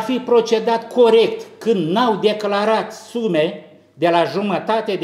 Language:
Romanian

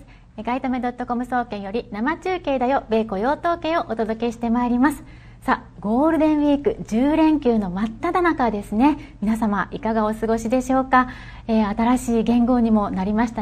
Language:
Japanese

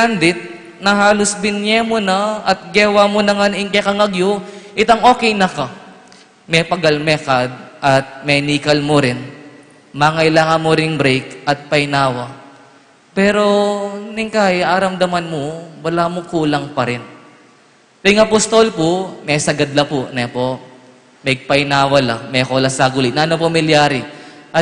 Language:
Pampanga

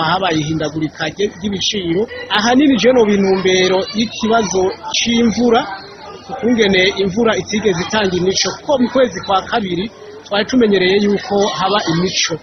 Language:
Rundi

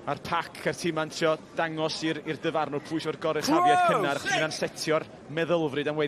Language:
Welsh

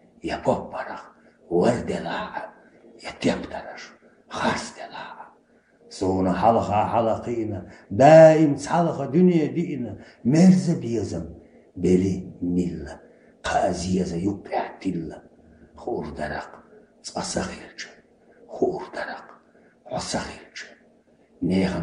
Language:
Chechen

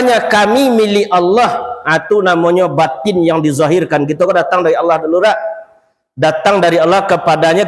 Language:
Minangkabau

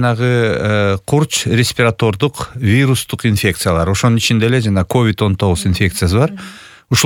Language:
Kyrgyz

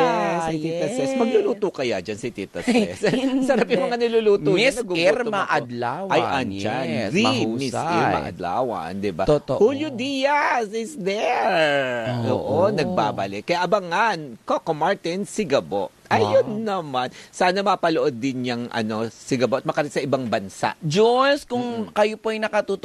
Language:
Filipino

